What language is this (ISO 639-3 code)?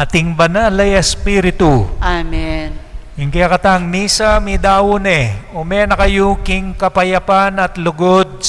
pam